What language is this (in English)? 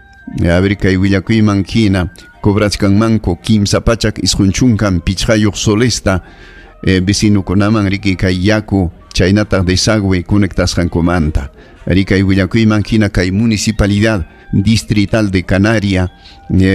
Ayacucho Quechua